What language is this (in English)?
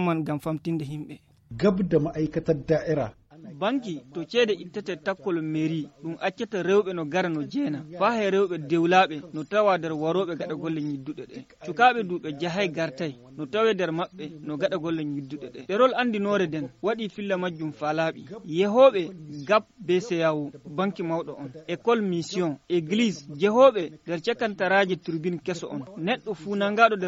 Nigerian Fulfulde